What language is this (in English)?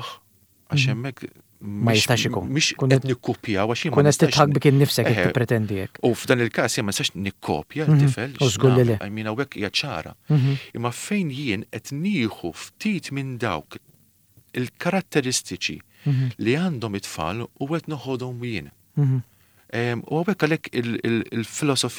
Maltese